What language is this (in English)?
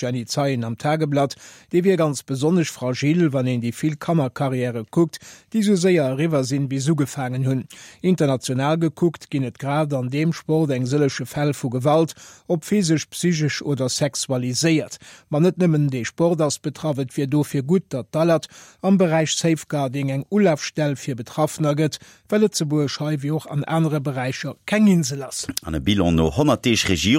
Luxembourgish